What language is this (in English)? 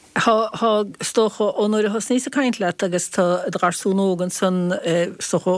Irish